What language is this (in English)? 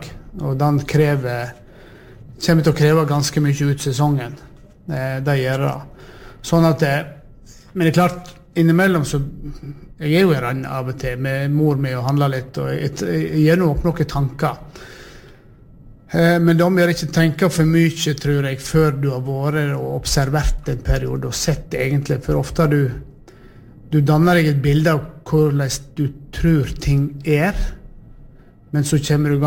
Norwegian